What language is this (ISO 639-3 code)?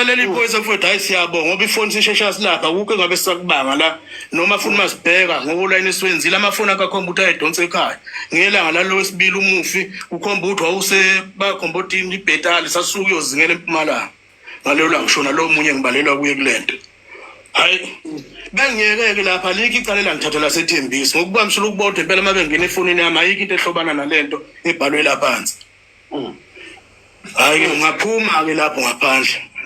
zul